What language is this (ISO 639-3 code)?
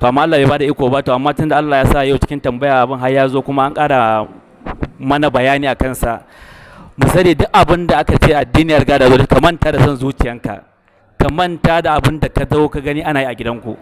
hau